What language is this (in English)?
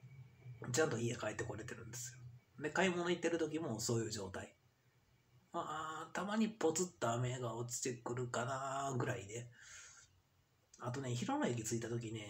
Japanese